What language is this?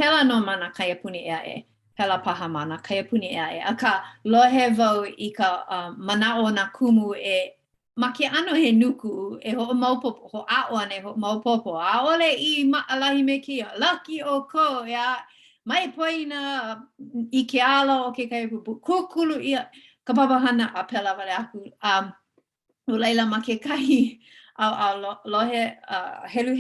Hawaiian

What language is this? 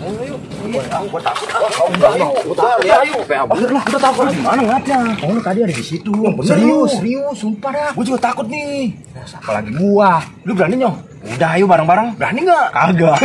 Betawi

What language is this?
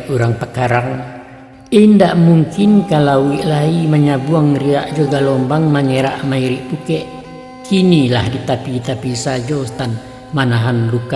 Minangkabau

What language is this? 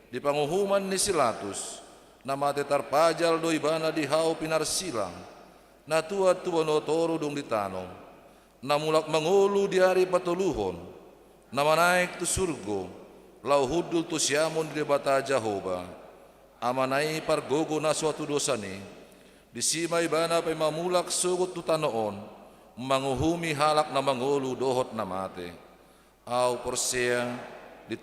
Batak Toba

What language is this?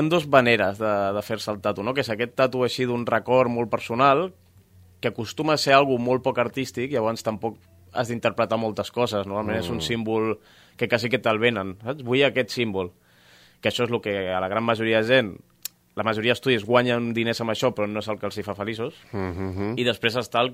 Catalan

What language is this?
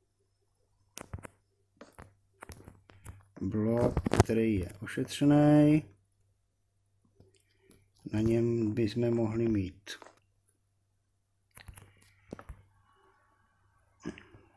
Czech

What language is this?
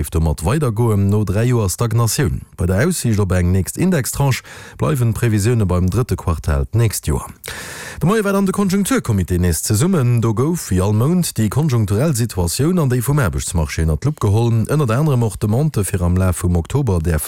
Luxembourgish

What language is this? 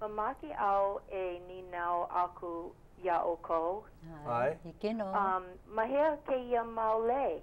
Hawaiian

